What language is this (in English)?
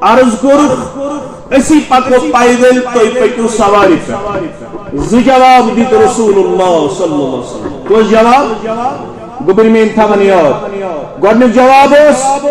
Kashmiri